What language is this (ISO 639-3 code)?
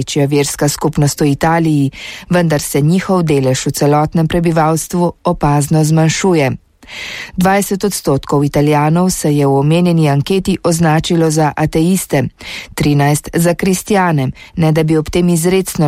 slv